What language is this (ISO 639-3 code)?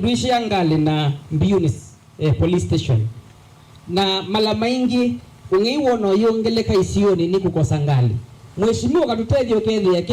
kam